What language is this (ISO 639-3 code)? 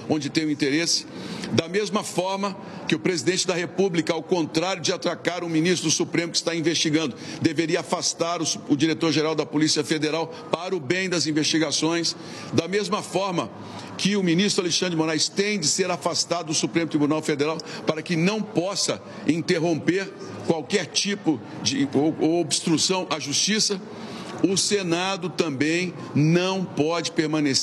por